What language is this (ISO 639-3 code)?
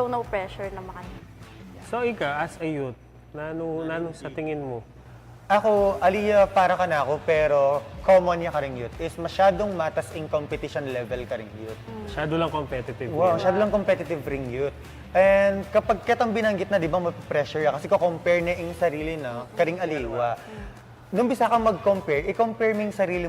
pam